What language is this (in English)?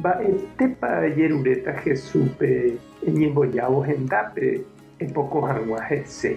Guarani